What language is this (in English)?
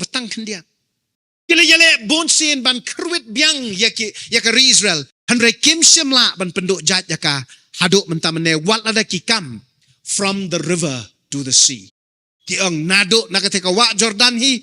Khasi